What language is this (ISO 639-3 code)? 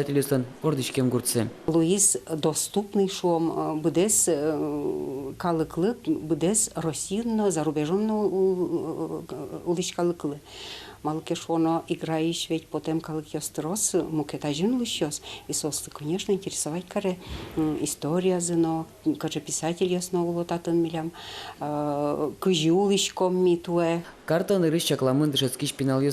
udm